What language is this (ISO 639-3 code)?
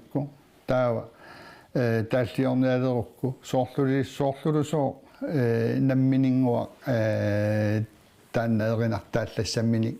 kal